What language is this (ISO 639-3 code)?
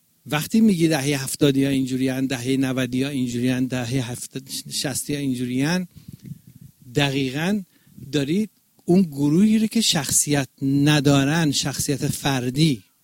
fas